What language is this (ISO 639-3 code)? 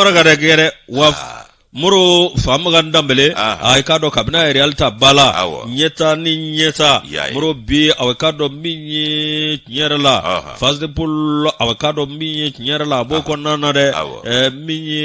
bam